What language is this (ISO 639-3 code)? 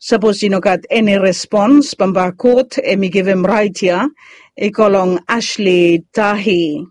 bis